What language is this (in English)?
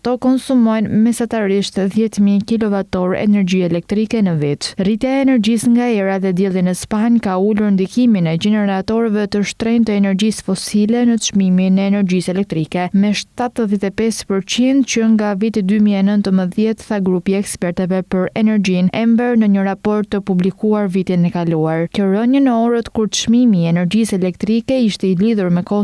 Albanian